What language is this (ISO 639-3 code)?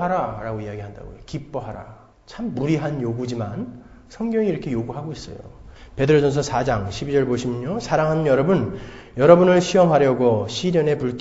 kor